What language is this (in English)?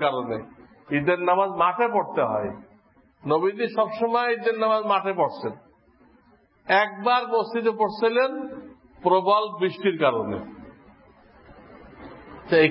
Bangla